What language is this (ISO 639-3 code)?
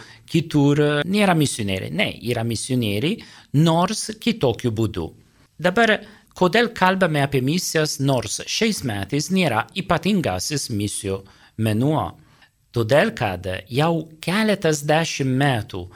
lit